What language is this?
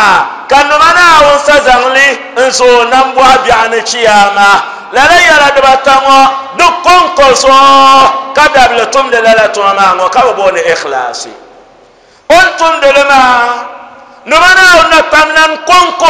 Dagbani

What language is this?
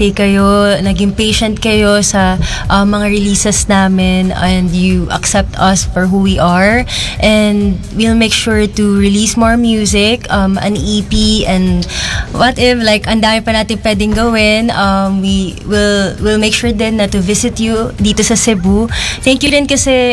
Filipino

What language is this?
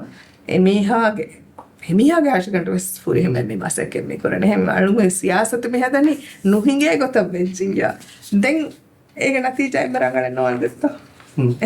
Divehi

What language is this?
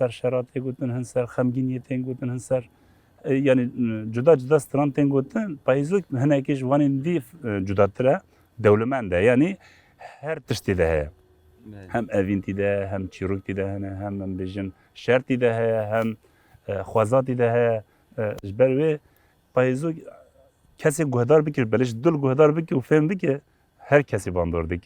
Kurdish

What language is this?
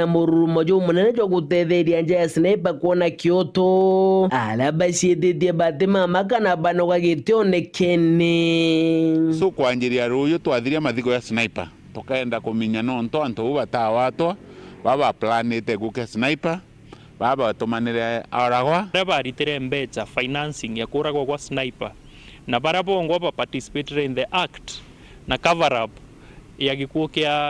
Meru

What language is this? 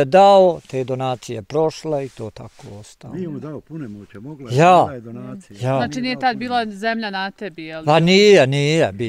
Bosnian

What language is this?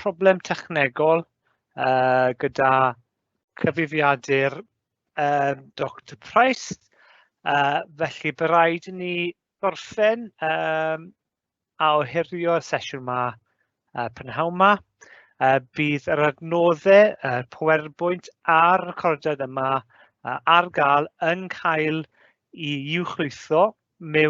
Welsh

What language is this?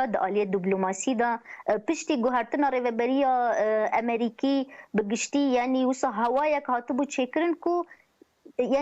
Kurdish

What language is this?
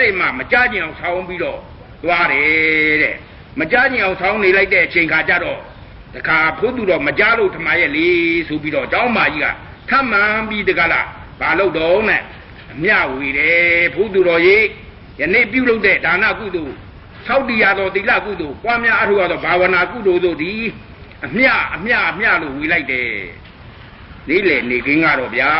Burmese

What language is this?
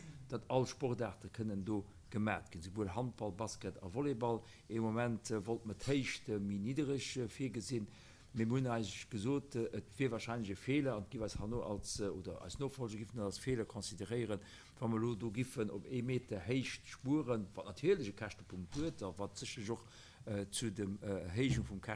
Luxembourgish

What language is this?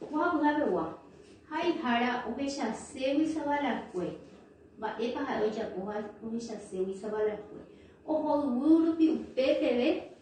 Guarani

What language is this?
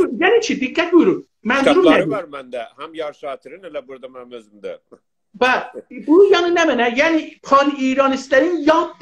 South Azerbaijani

